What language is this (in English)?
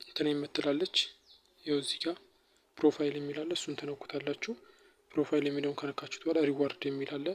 Amharic